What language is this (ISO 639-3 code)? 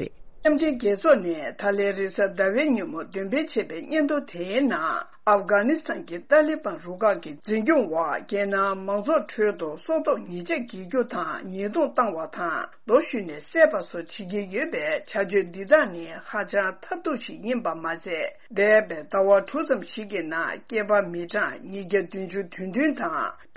bod